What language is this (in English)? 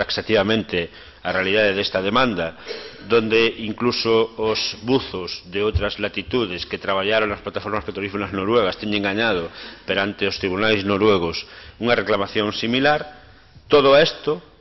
Galician